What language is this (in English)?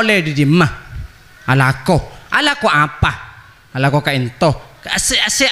Madurese